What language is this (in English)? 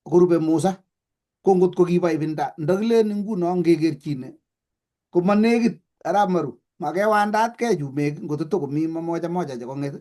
Kalenjin